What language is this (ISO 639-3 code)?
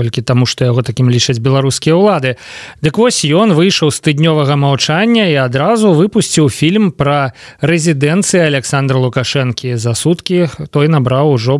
bel